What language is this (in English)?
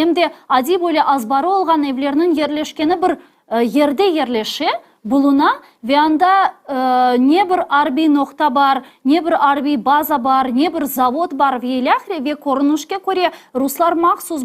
Crimean Tatar